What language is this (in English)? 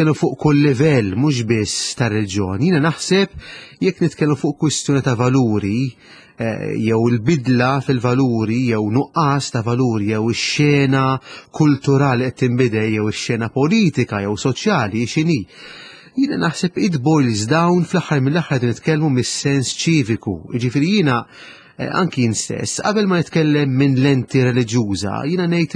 Maltese